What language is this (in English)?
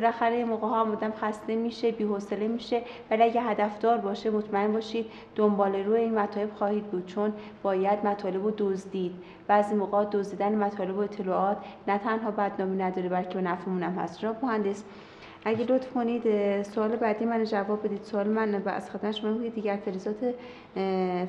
Persian